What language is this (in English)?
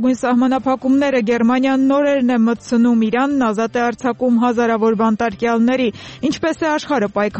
Armenian